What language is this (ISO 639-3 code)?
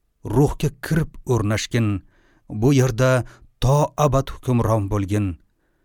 uzb